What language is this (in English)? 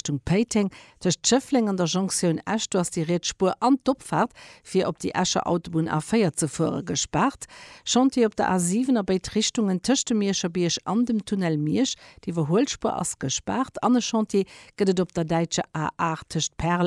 Luxembourgish